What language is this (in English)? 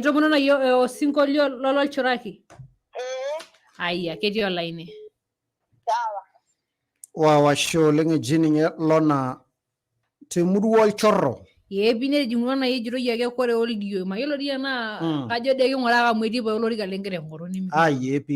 Masai